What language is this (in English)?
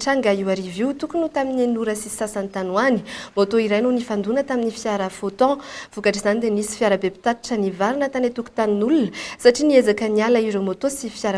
Malagasy